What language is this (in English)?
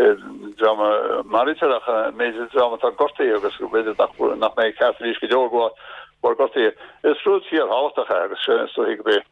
Irish